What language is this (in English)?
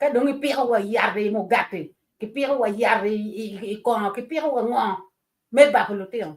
Acoli